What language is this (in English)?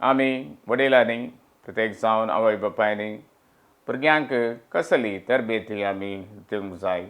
Konkani